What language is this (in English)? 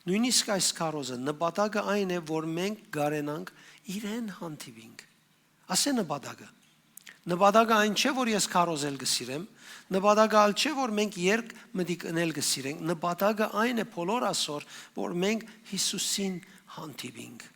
Western Armenian